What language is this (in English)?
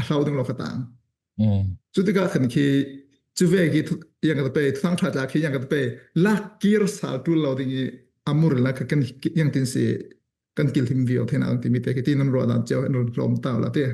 Falam Chin